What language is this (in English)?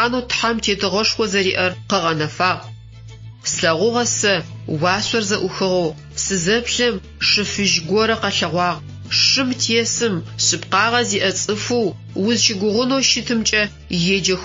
Adyghe